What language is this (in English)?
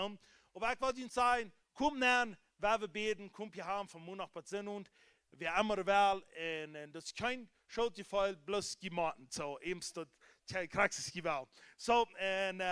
Plautdietsch